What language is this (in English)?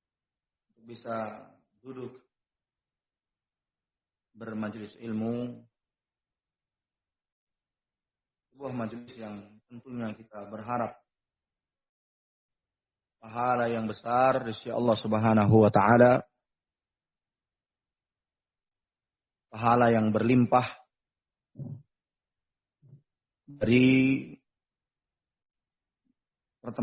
Indonesian